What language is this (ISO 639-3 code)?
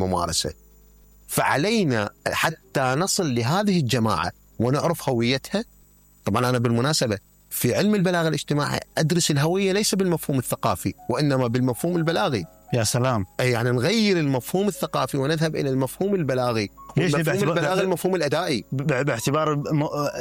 acm